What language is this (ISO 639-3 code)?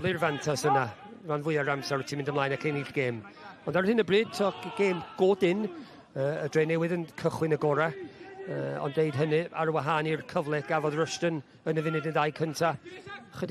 cym